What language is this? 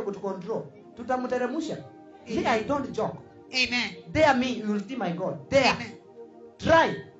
Swahili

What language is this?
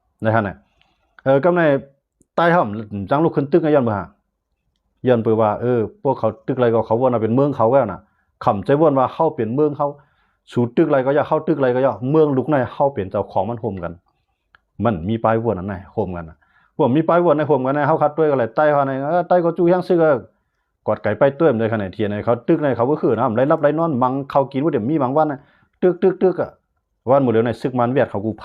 Shan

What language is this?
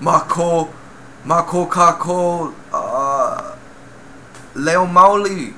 Hawaiian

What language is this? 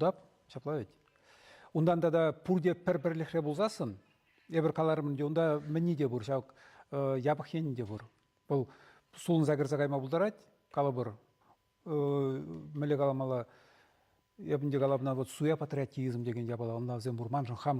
Chuvash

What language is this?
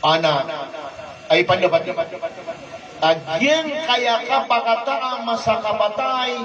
Maranao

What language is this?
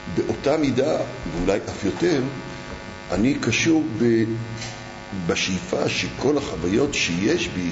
Hebrew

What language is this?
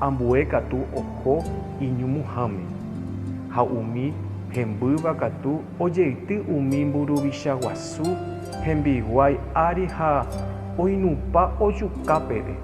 Guarani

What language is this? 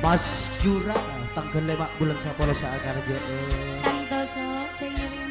Madurese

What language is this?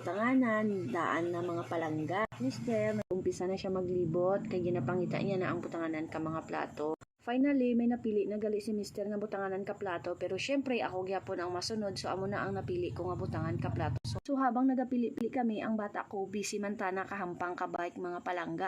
Hiligaynon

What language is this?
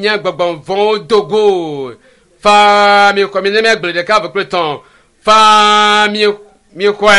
Ewe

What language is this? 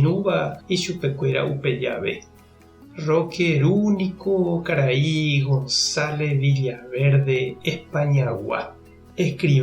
Guarani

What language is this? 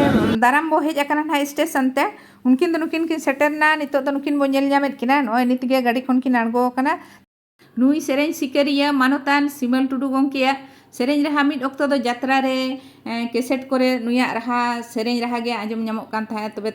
Santali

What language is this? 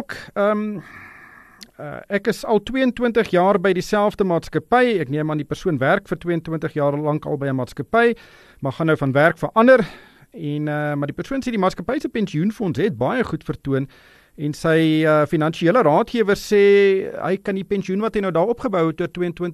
Afrikaans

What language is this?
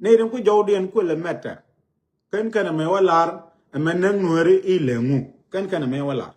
Nuer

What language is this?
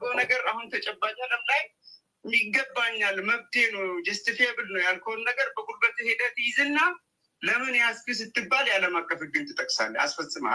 Amharic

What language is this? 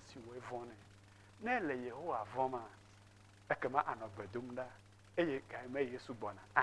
Ewe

